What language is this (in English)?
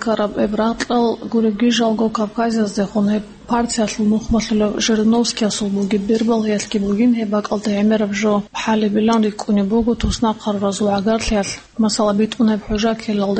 Avaric